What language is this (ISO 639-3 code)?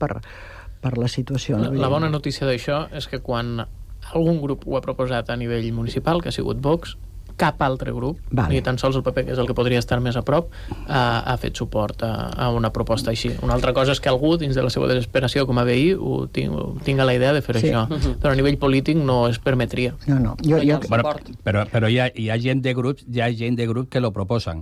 cat